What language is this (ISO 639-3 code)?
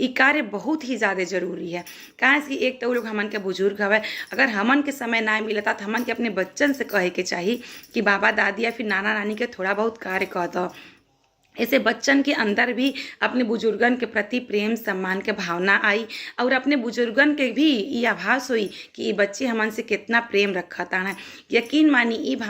bho